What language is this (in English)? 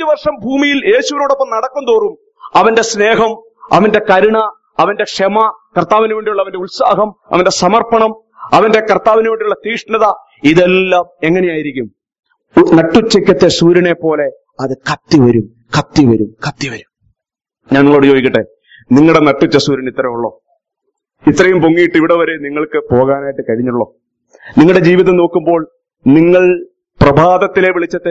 Malayalam